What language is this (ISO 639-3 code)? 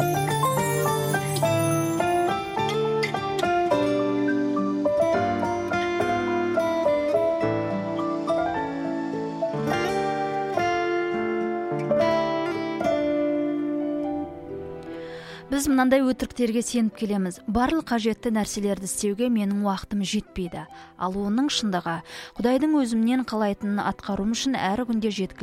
kaz